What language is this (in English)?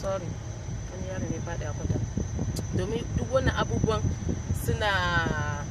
Hausa